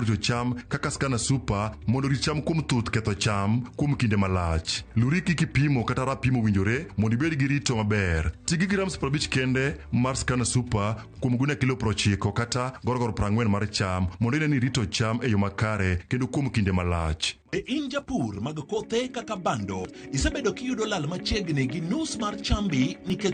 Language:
Luo (Kenya and Tanzania)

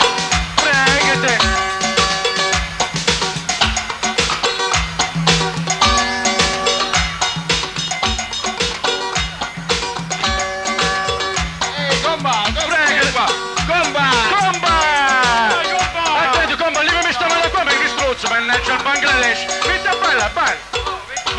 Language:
Italian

